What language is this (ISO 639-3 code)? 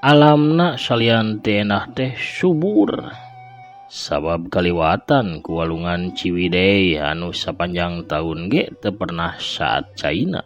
sun